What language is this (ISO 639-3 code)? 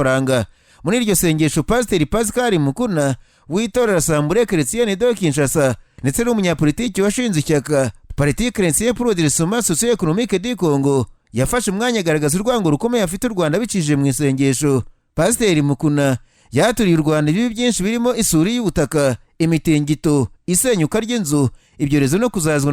kin